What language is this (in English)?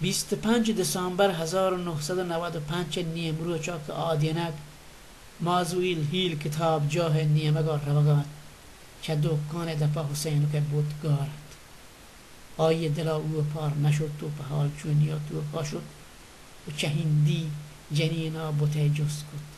Baluchi